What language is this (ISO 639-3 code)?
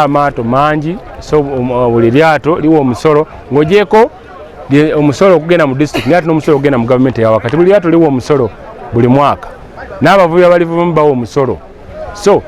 lug